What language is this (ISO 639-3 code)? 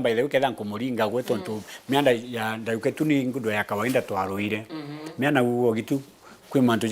mer